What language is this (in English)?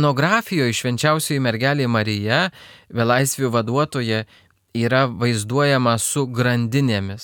Lithuanian